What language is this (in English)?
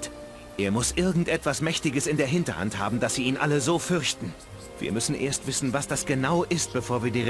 Bavarian